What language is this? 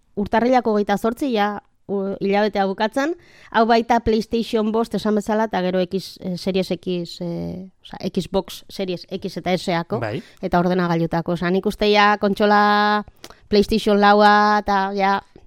Basque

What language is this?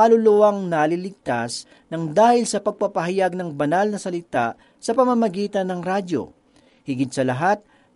Filipino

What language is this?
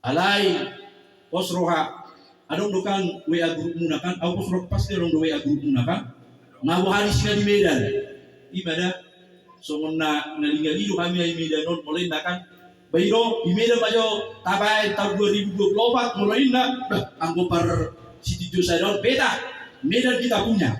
Batak Toba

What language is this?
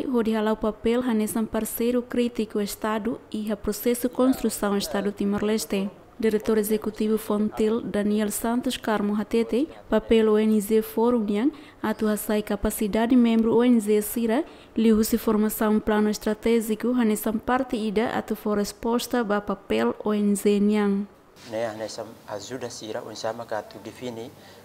Tetum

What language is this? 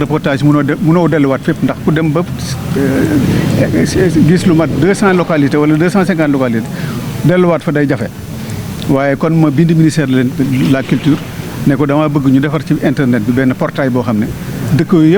Wolof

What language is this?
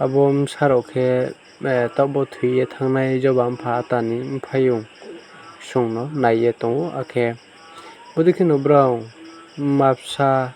Riang (India)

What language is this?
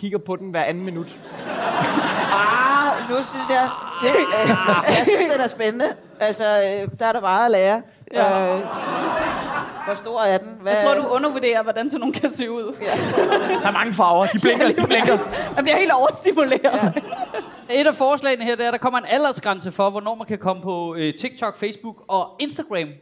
Danish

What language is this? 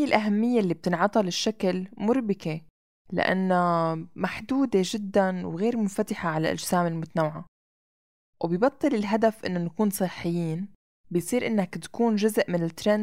North Levantine Arabic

